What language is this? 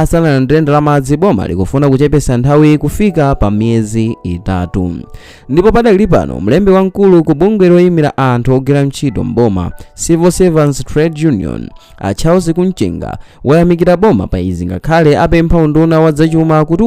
Nyanja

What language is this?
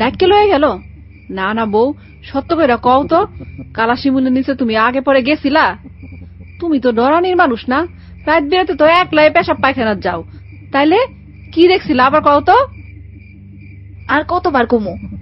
Bangla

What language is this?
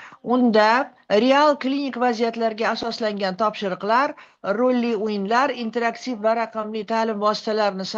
Uzbek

